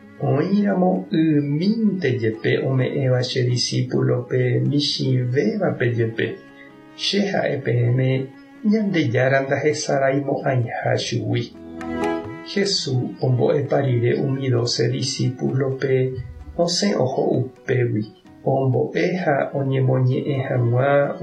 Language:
Guarani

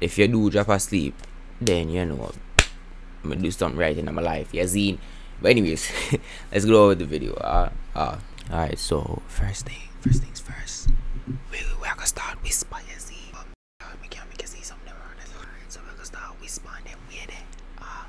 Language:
Jamaican Creole English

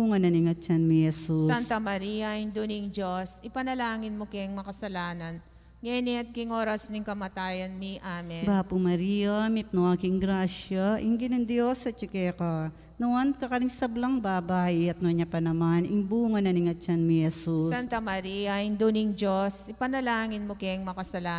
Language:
Pampanga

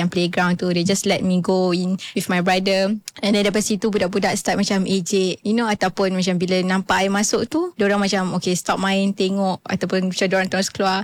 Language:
Malay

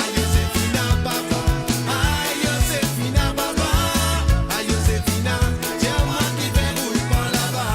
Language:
Morisyen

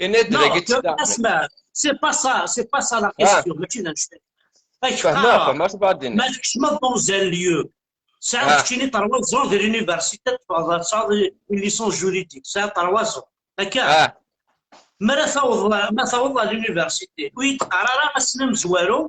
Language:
Kabyle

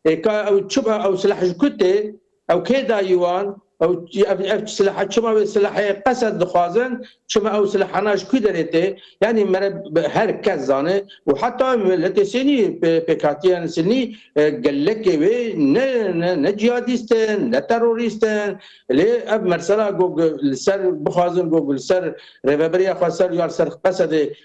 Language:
Kurdish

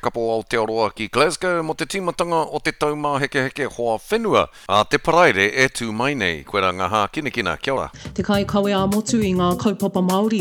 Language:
Māori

